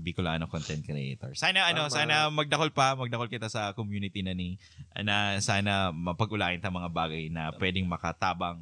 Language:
Bikol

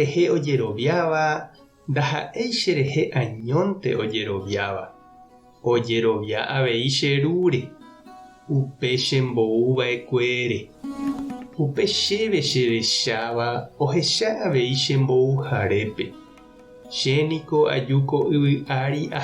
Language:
Guarani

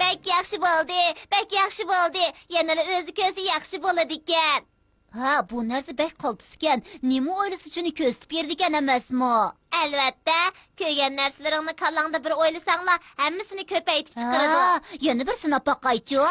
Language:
Uyghur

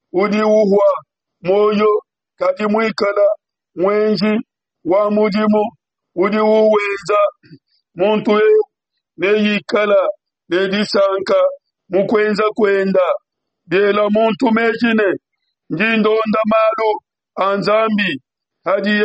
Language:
Luba-Lulua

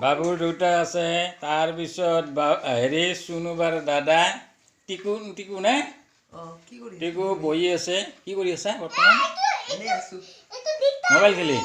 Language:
Assamese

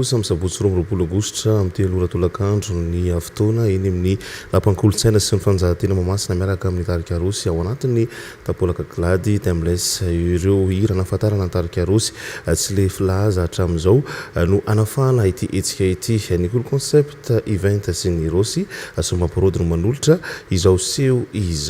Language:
Malagasy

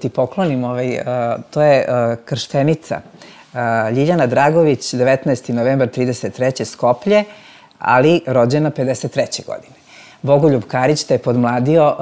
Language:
Serbian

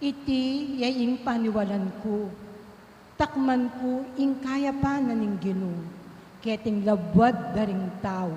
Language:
Pampanga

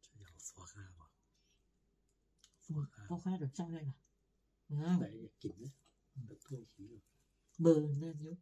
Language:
Northeastern Thai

